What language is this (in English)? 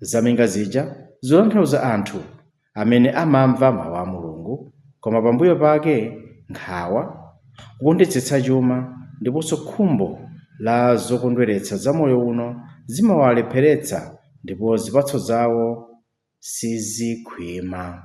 Nyanja